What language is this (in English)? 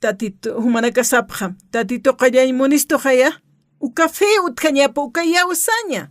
Aymara